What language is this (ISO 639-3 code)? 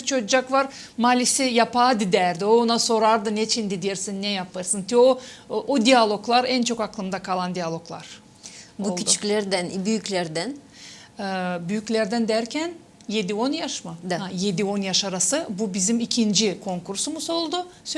gag